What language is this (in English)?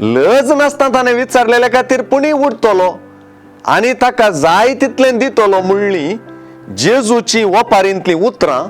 Konkani